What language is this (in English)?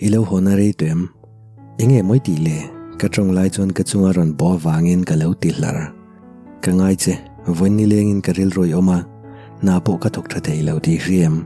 Mizo